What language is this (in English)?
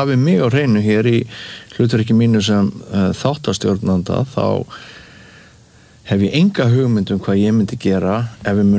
Icelandic